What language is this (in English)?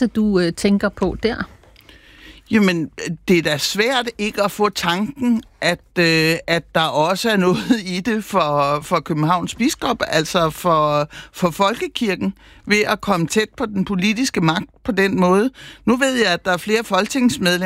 Danish